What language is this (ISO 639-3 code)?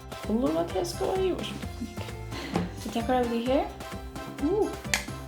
fao